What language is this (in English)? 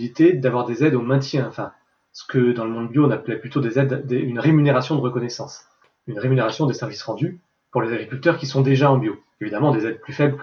French